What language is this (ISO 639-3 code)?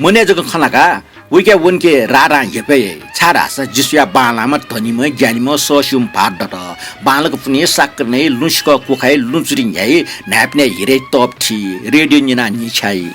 new